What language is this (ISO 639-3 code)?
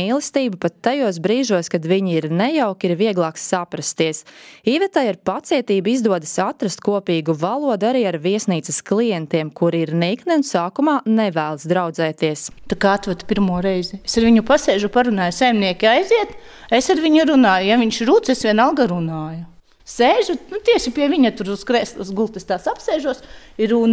lav